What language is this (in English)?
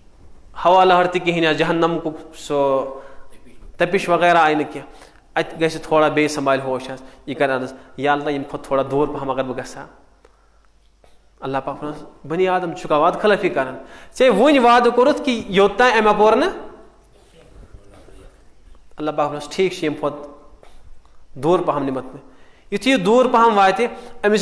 Kashmiri